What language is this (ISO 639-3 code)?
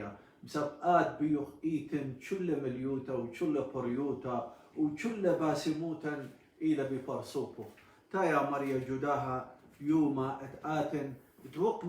aii